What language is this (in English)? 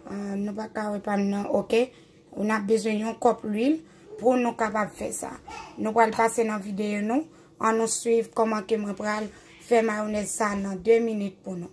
Haitian Creole